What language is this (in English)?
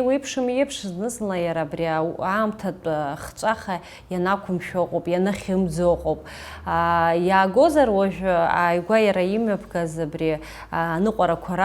Abkhazian